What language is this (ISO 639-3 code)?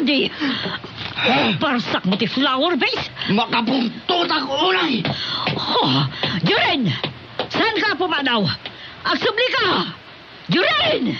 ilo